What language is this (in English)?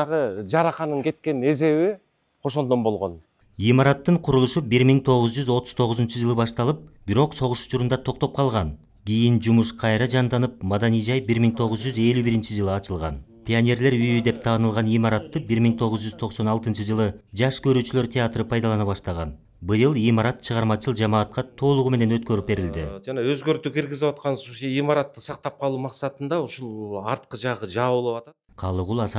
Kyrgyz